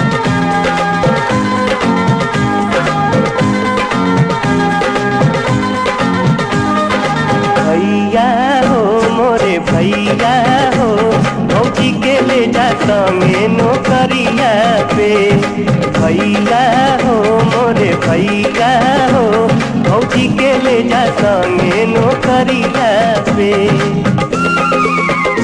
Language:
Bhojpuri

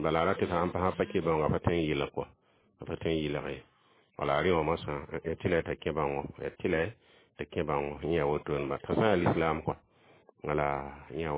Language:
Mossi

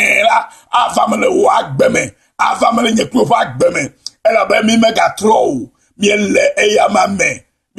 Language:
Ewe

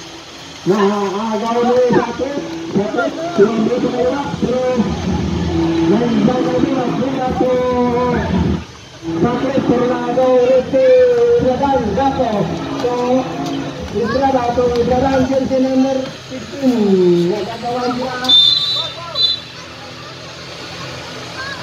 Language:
Filipino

